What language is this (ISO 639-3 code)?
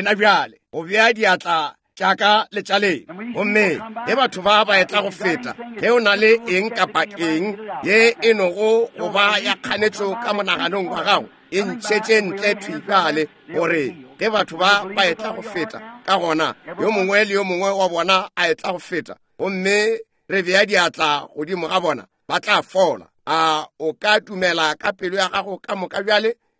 nso